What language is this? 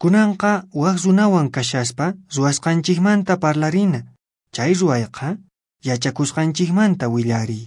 Quechua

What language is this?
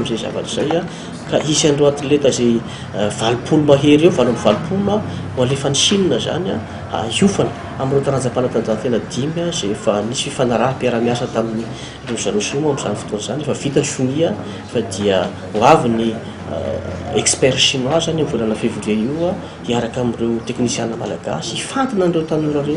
Malagasy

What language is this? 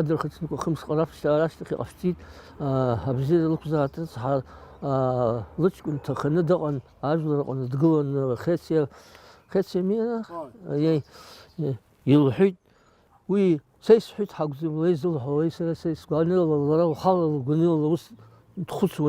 Abkhazian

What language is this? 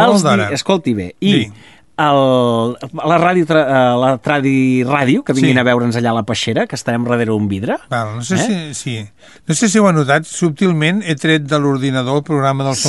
Catalan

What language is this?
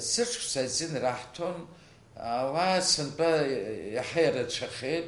Abkhazian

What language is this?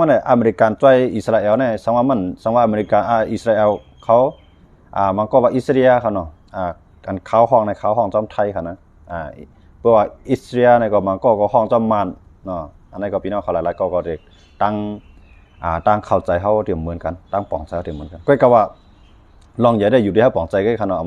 Shan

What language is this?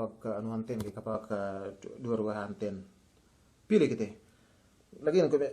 Yakan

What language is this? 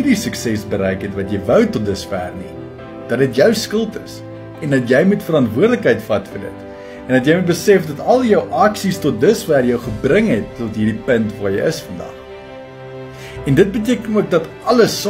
Afrikaans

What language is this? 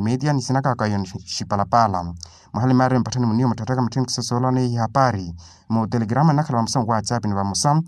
Makhuwa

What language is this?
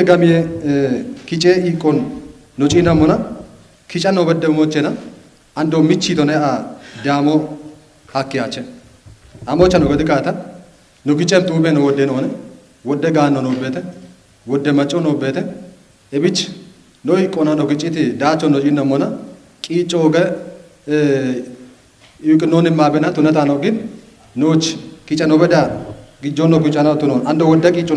Kafa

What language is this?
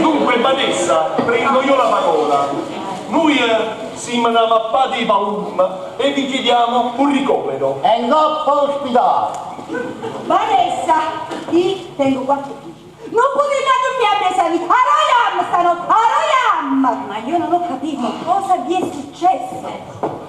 Neapolitan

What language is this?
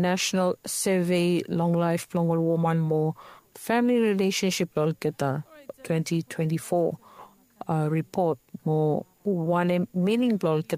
Bislama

